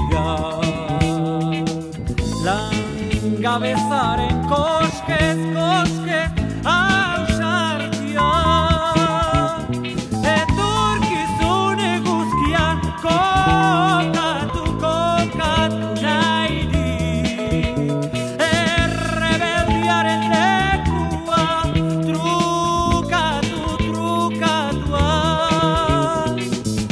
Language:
Basque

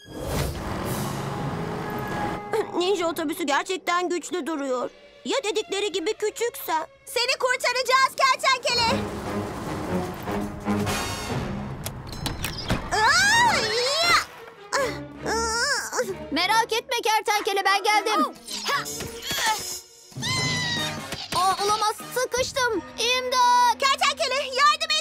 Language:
Turkish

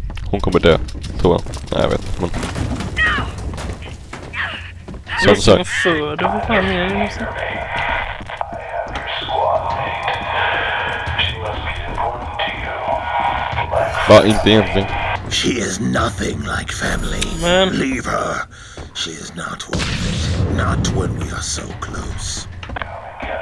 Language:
Swedish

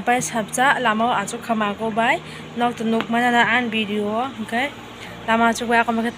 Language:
Kok Borok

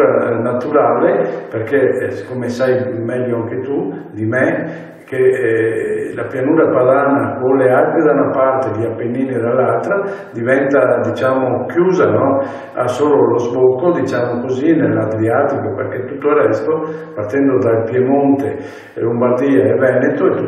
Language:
Italian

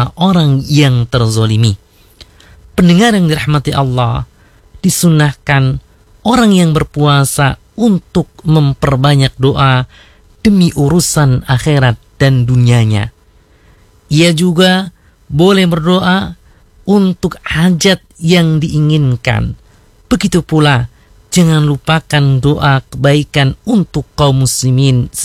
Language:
Indonesian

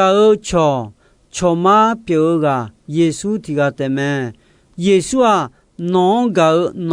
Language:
Akha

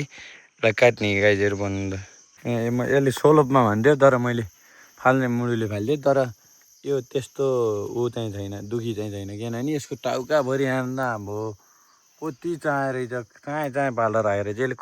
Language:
Nepali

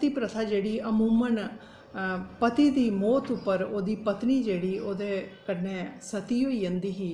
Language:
Dogri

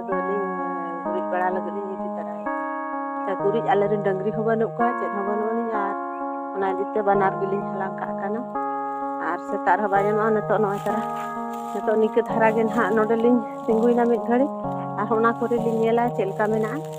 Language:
Santali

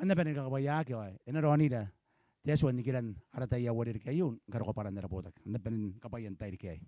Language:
Gilbertese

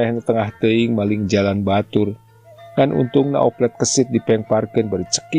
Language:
Sundanese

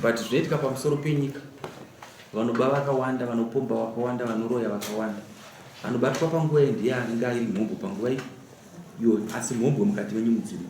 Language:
Shona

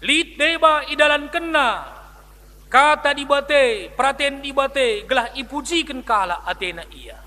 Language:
Batak Karo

